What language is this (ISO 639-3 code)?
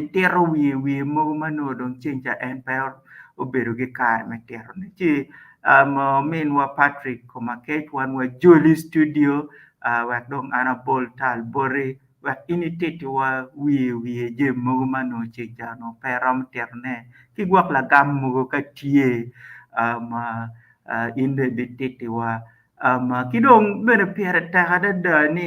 ach